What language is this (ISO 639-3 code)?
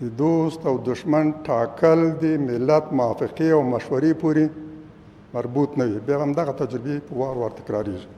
pus